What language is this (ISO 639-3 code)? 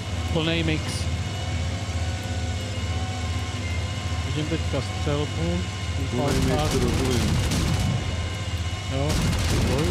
ces